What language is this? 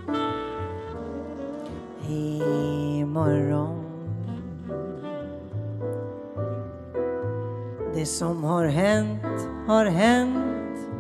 Swedish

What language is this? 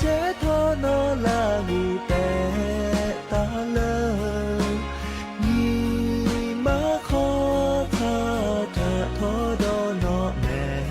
Lahu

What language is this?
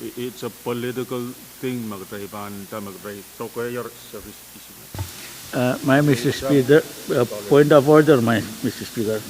Pohnpeian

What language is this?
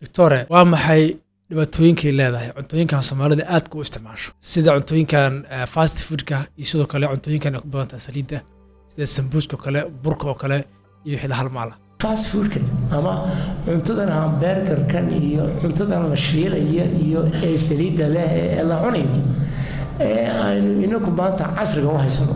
Somali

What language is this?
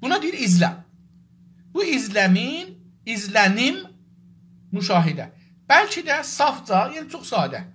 South Azerbaijani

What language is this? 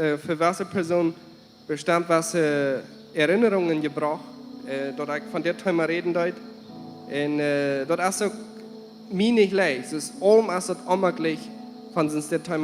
Plautdietsch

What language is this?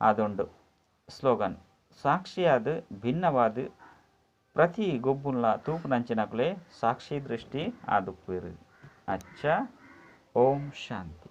Tulu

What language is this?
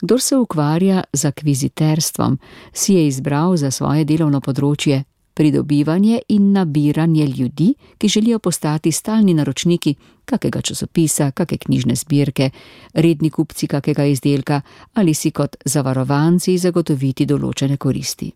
Slovenian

